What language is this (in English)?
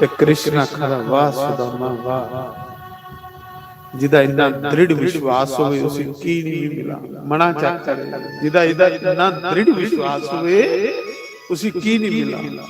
Dogri